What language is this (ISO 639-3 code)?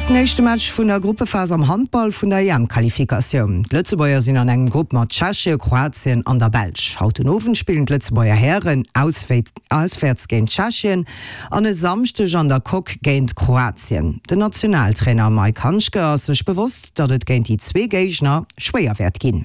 ltz